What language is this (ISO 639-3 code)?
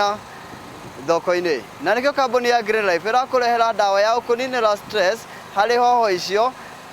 mer